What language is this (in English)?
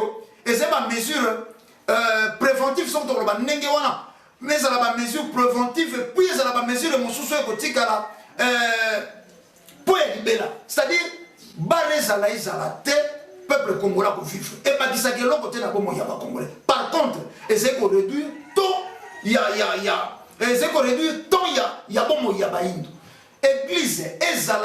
Lingala